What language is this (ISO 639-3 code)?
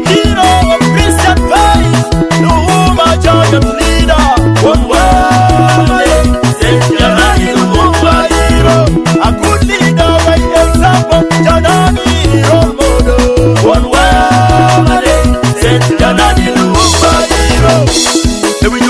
ach